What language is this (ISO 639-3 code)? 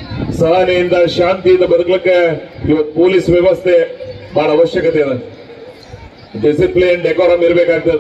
kan